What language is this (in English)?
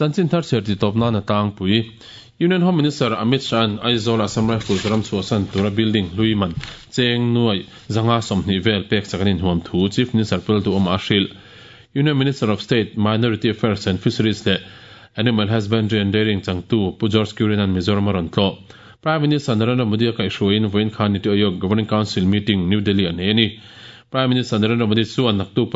Mizo